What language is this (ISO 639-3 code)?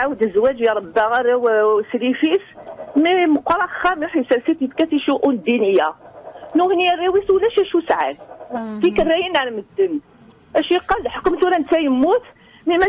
kab